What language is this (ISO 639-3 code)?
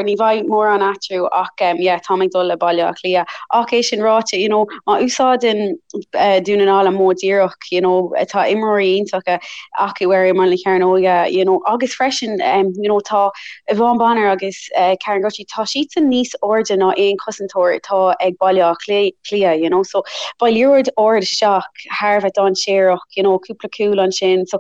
gle